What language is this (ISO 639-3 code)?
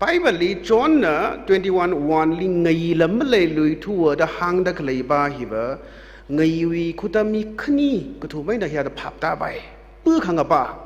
nmf